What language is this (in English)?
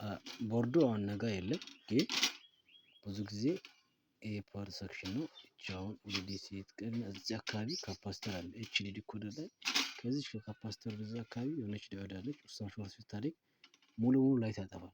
Amharic